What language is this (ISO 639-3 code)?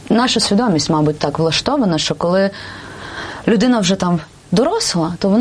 ukr